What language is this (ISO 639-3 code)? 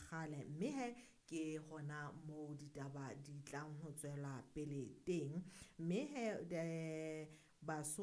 sot